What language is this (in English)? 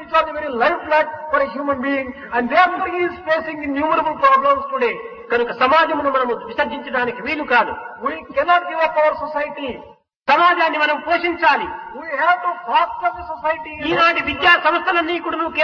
Telugu